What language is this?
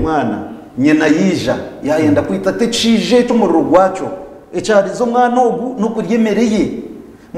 Nyankole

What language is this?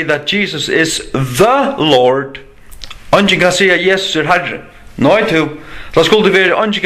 Faroese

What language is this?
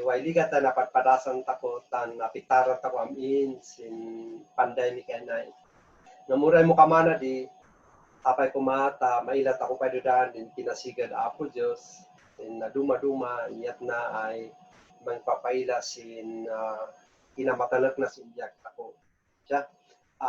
Kankanaey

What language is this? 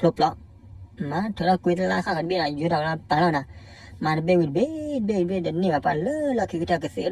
S'gaw Karen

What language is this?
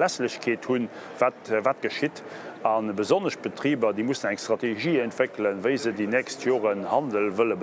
Luxembourgish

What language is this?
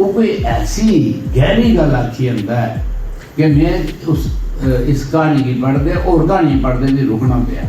Dogri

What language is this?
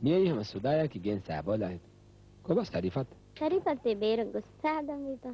Divehi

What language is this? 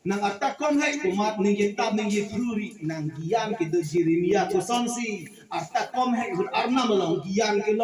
Karbi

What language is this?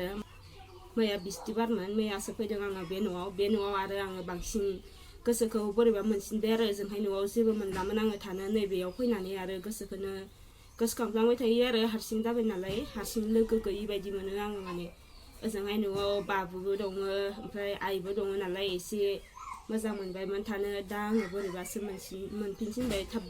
Bodo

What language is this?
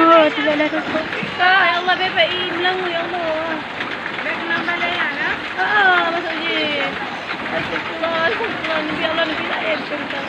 Achinese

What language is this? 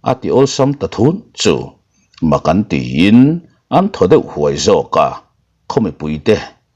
Mizo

